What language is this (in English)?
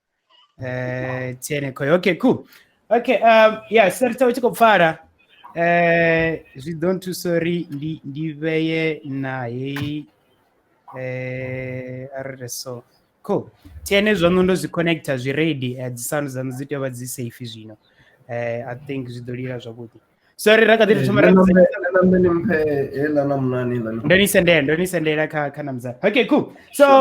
Venda